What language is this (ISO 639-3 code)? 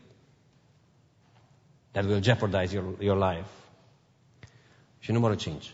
ron